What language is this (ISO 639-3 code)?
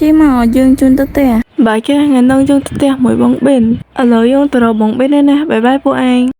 khm